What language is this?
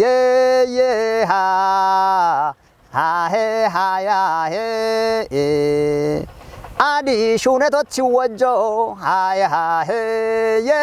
Kafa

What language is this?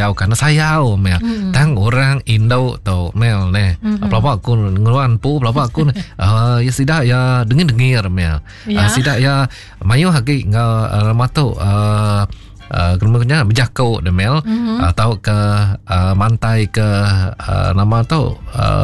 Iban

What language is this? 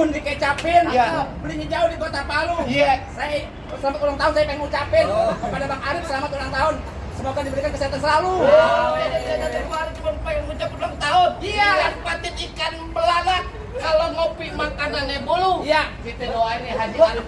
Betawi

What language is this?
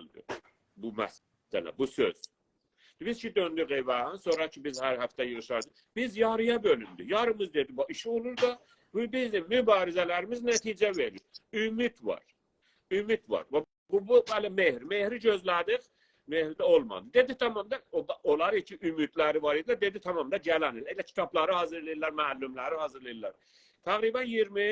South Azerbaijani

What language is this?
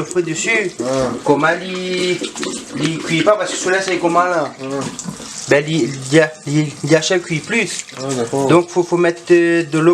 Réunion Creole French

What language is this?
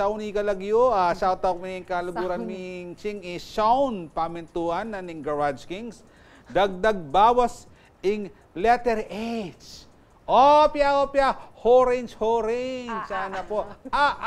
Pampanga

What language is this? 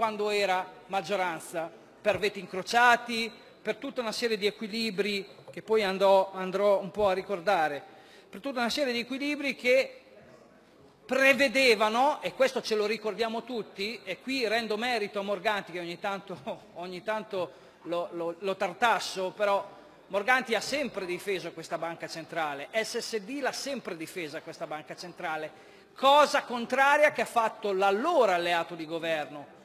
Italian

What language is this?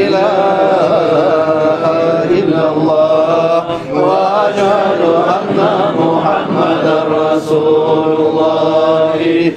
Kumyk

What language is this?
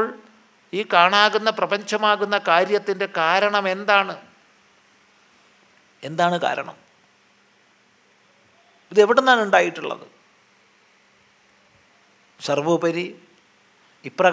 Malayalam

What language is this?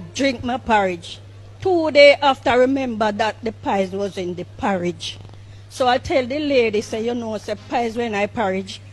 Jamaican Creole English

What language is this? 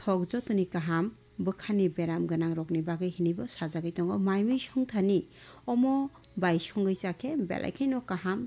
Kok Borok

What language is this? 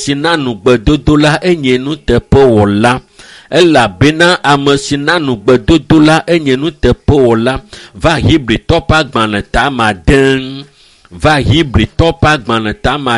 Ewe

